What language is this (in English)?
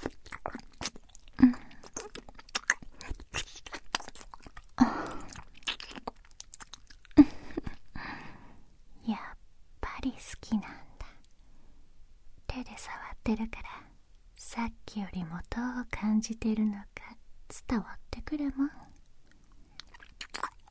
Japanese